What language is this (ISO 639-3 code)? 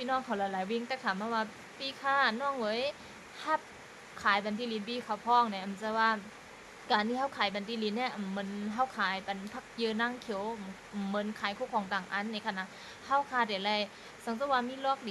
shn